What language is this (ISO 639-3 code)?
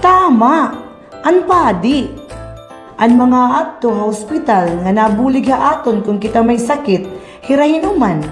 war